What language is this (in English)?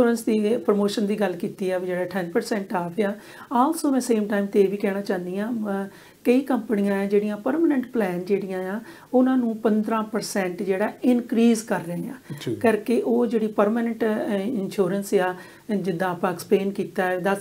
Punjabi